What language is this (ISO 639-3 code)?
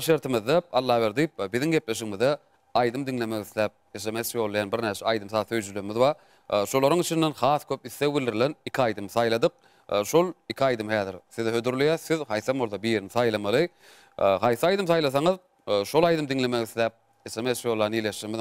tuk